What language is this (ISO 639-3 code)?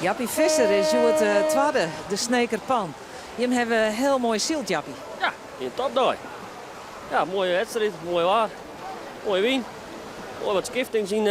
fry